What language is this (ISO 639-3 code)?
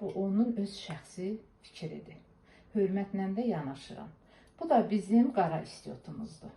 aze